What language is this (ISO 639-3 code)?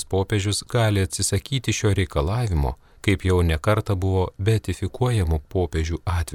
lit